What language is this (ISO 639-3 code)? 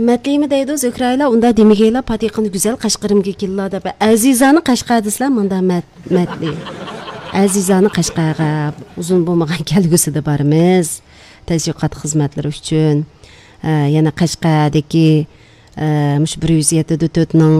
uig